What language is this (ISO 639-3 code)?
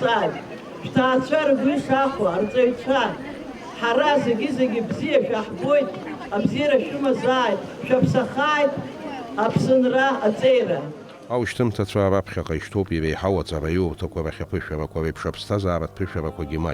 abk